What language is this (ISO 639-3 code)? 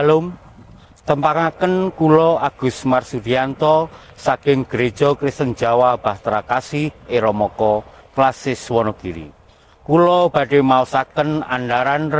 jav